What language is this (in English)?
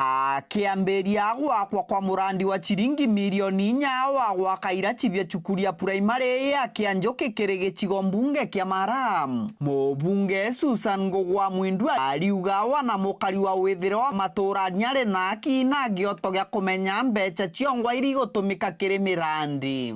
Meru